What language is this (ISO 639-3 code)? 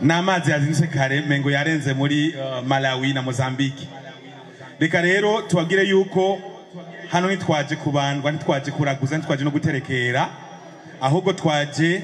run